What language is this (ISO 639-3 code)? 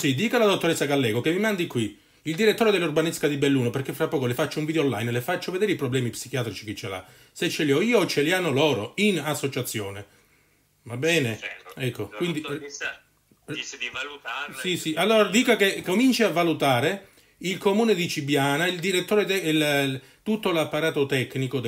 ita